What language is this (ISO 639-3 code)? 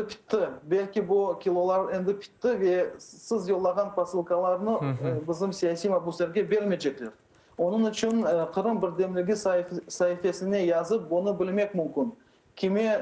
crh